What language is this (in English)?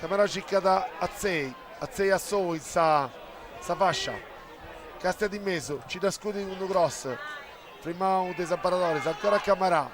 Sardinian